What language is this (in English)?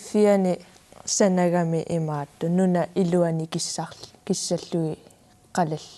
Kalaallisut